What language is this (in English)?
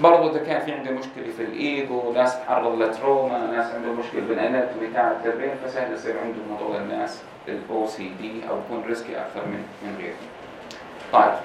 North Levantine Arabic